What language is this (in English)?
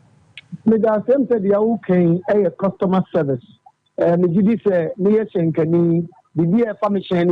Akan